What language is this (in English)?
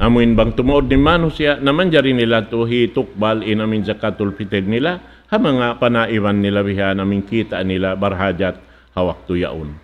Tausug